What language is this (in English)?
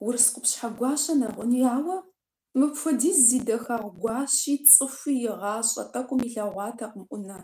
Kabardian